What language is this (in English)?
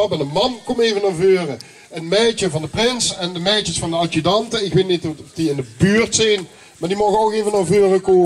Limburgish